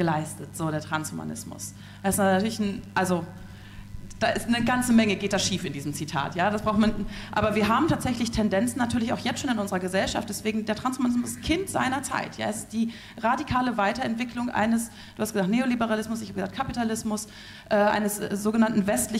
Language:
German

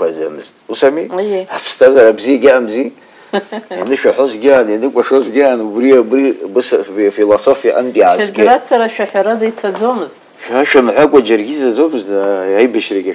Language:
Abkhazian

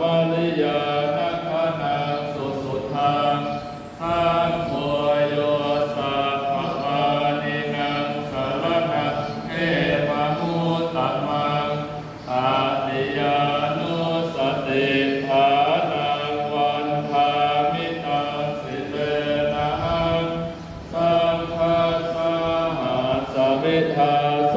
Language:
Pali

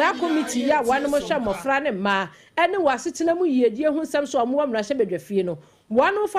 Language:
Akan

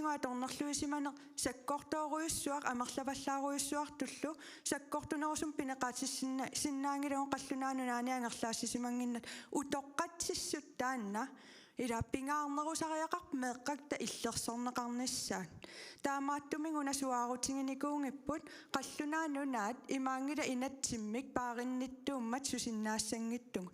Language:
Kalaallisut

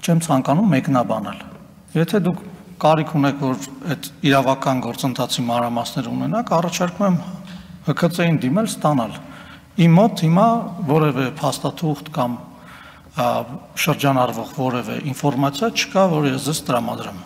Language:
Armenian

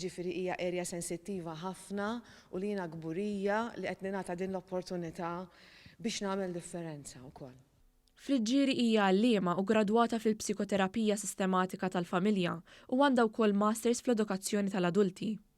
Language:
Maltese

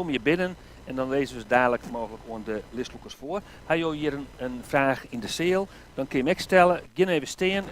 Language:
Western Frisian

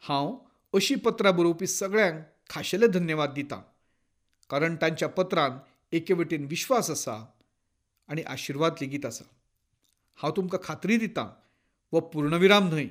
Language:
Konkani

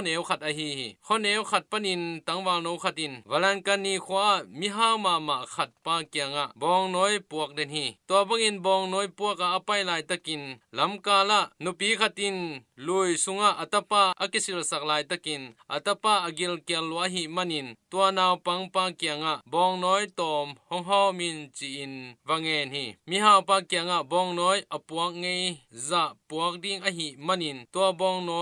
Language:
Tedim Chin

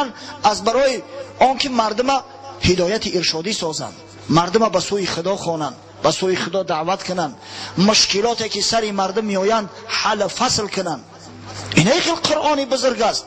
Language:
Tajik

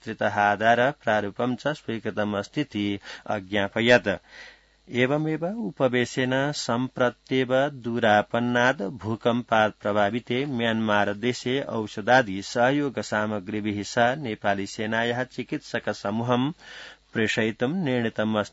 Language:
Sanskrit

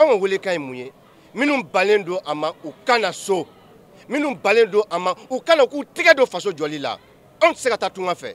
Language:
Bambara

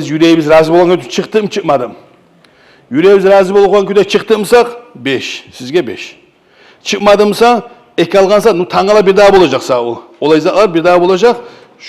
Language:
Kumyk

